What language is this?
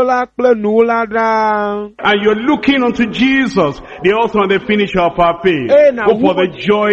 Ewe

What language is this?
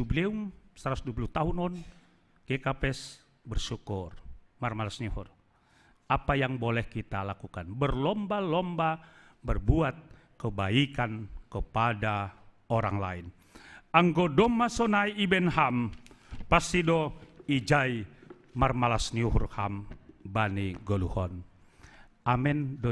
Batak Simalungun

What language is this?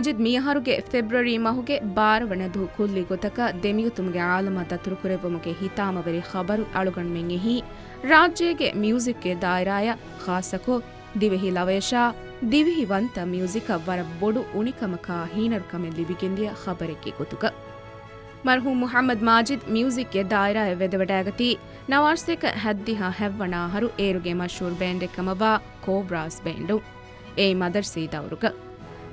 Divehi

